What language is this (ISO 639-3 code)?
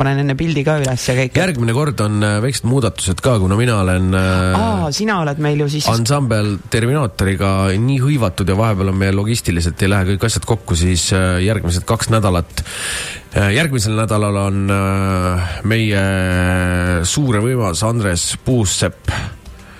est